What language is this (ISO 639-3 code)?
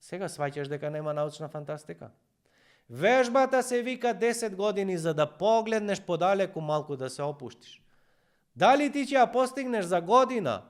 mkd